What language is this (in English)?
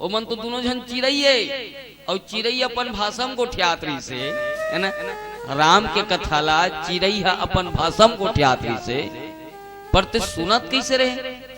Chhattisgarhi